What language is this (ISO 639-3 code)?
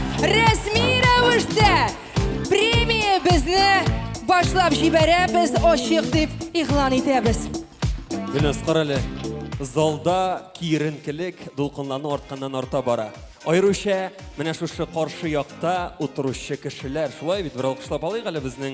tat